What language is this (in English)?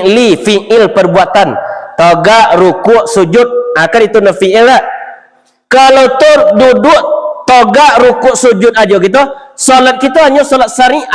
Minangkabau